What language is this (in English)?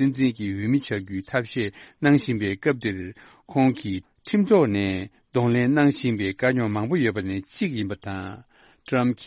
Tibetan